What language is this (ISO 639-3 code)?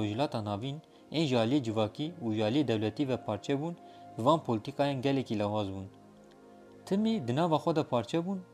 kur